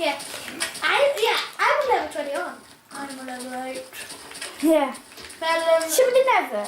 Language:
Welsh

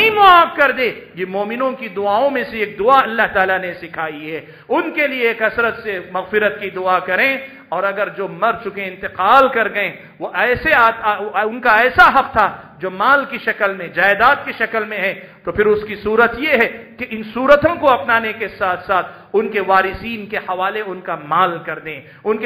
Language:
Urdu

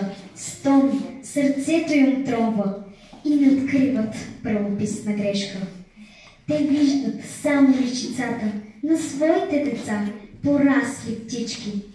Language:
Bulgarian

